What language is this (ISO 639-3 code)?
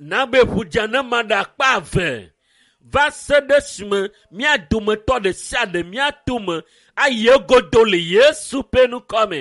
ewe